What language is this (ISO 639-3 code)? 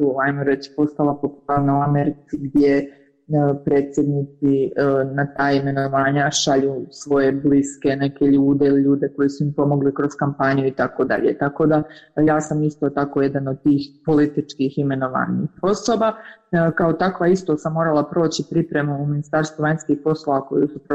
hrv